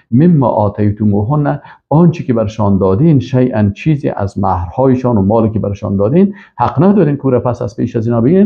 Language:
Persian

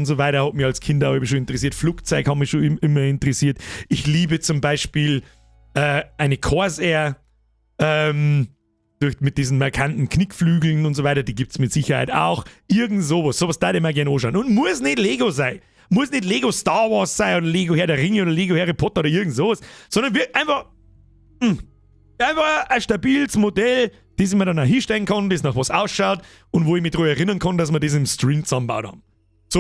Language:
Bavarian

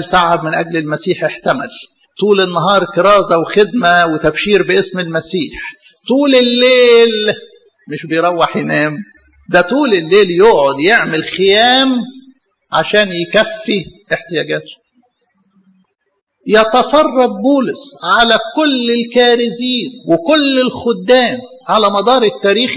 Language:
Egyptian Arabic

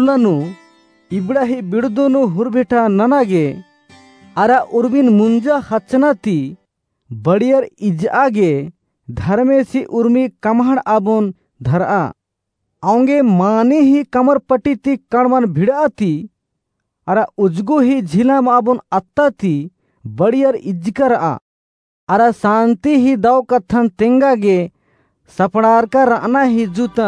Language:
Kurukh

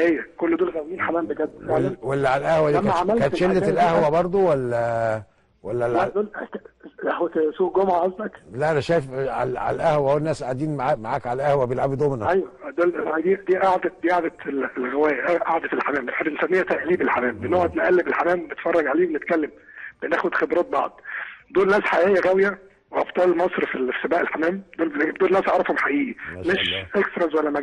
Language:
Egyptian Arabic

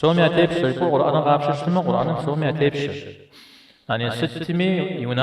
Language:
Kabardian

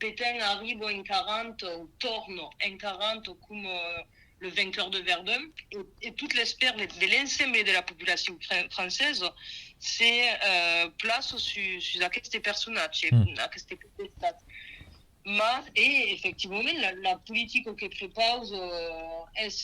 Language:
Occitan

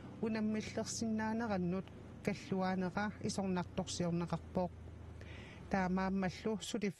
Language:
Kalaallisut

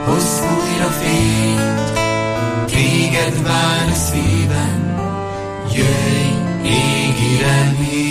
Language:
Hungarian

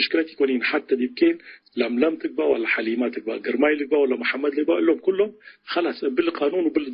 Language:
Tigre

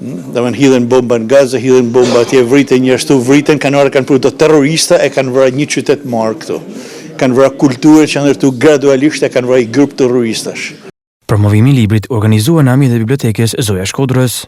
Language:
Albanian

